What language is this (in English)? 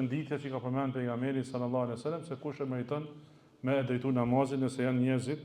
Albanian